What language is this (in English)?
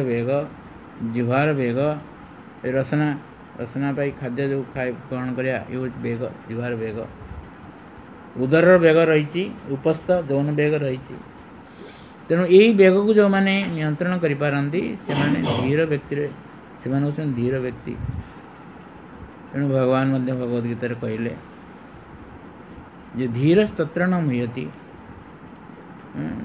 Odia